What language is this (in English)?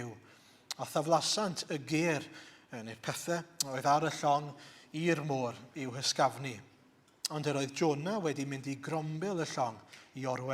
Welsh